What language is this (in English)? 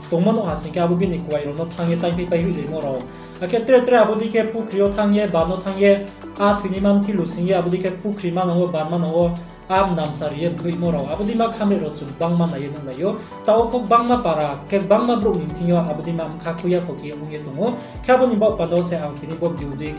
Riang (India)